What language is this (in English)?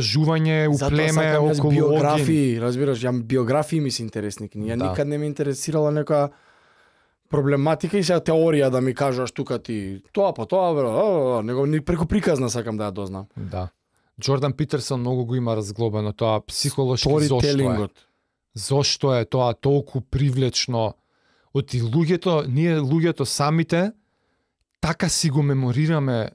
Macedonian